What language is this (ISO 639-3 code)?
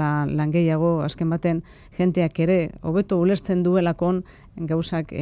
eus